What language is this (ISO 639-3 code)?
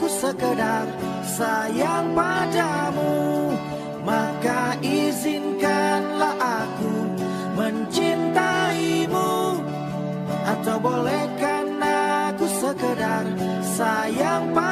ind